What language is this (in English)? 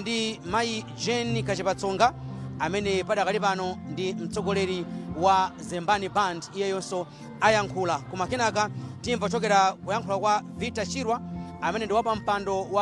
Nyanja